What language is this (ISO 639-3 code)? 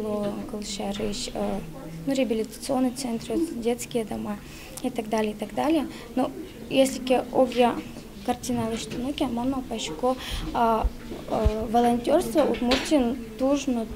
udm